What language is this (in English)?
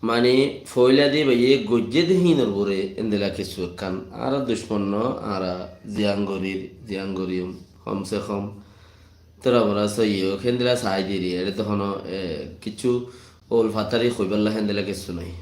Rohingya